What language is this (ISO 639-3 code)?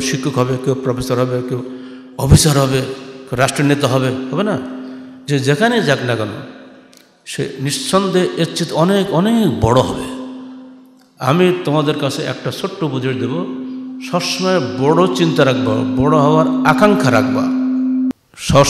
ben